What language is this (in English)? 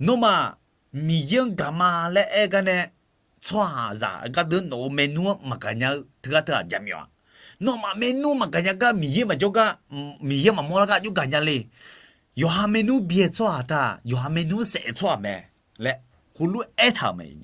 Akha